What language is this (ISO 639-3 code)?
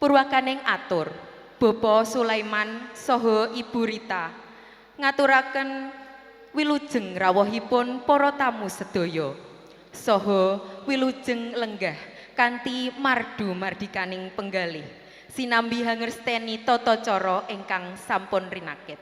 jav